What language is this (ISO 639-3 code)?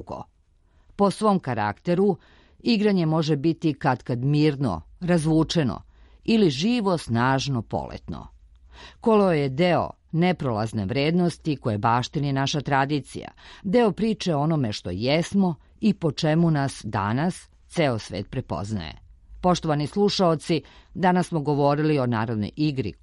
srp